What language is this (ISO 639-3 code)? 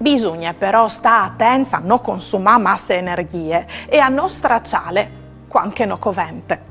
fur